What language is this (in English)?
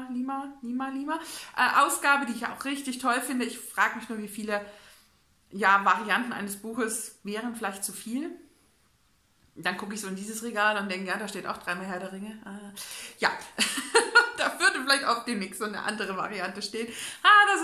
German